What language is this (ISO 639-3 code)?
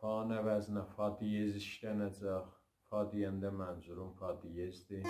azb